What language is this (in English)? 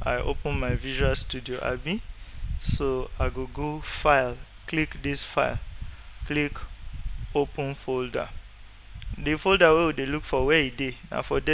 Nigerian Pidgin